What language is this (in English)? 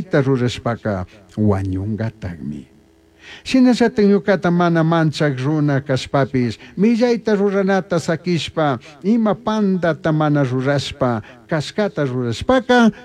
Chimborazo Highland Quichua